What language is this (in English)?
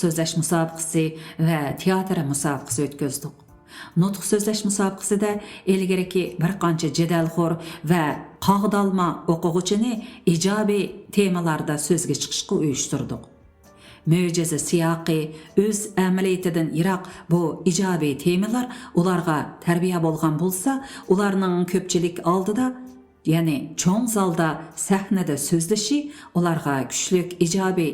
Uyghur